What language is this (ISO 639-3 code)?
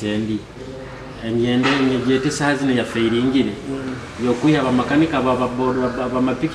nyo